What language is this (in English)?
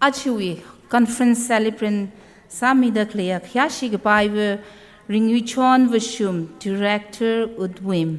Tangkhul Naga (India)